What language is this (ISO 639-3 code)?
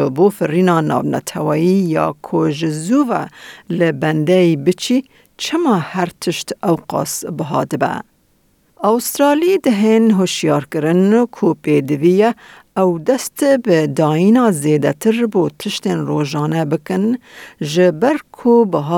kur